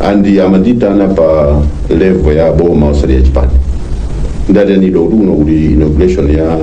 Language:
Nyanja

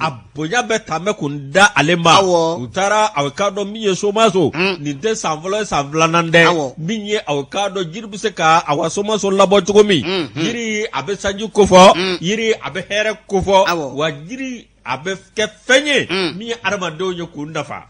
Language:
Bambara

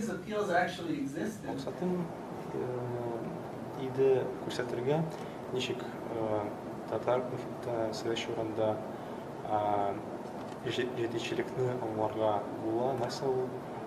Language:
Tatar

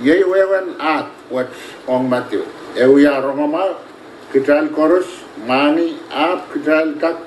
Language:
Pohnpeian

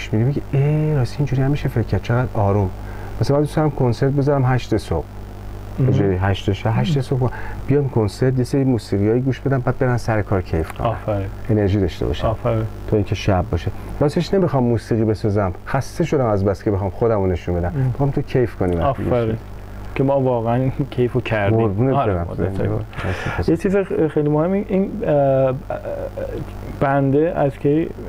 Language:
Persian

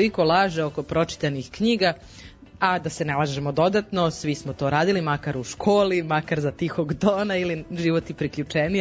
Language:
Serbian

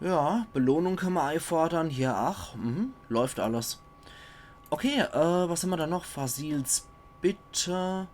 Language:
Palatine German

